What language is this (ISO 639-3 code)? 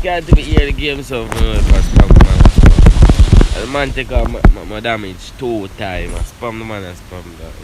jam